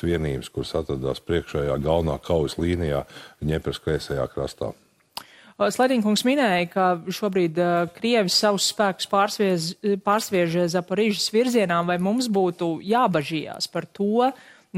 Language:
Latvian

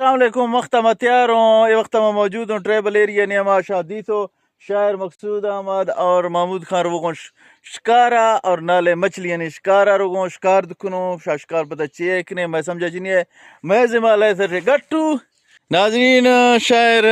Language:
Eastern Balochi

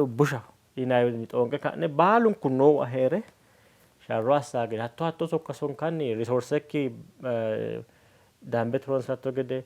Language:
Sidamo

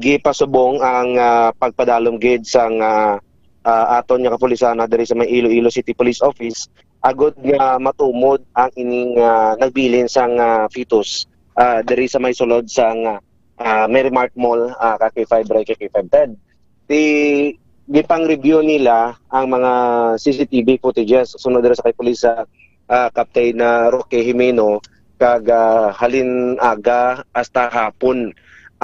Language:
Hiligaynon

